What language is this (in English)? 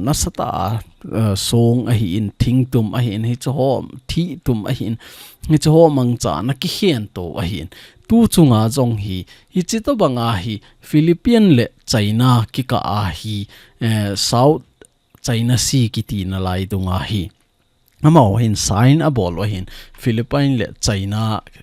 Thado Chin